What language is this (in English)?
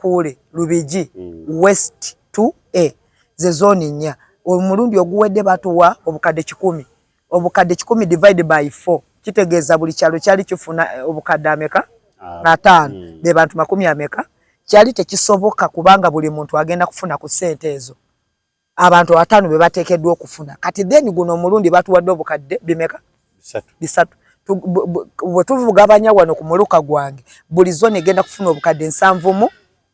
Ganda